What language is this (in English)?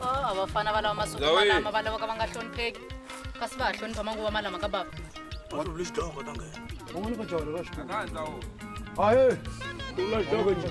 Tsonga